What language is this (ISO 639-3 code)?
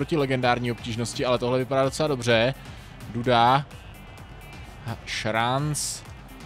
ces